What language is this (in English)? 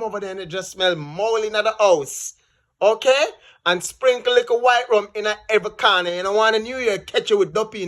Jamaican Creole English